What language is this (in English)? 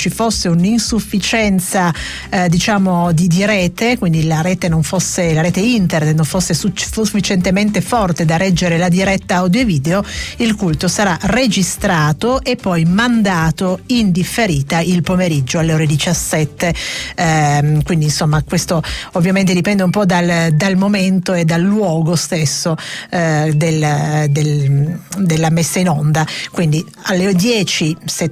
Italian